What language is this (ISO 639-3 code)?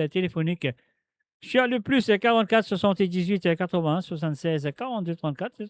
mfe